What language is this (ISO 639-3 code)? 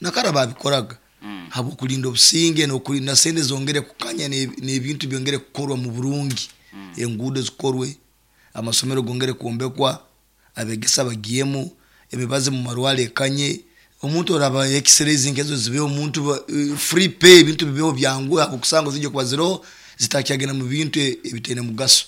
nyo